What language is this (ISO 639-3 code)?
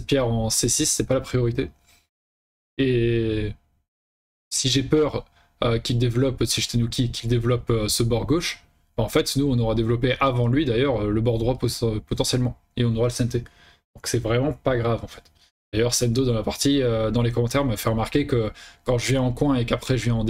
fra